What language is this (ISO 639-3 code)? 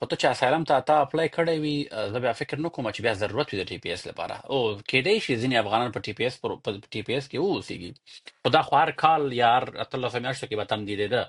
pus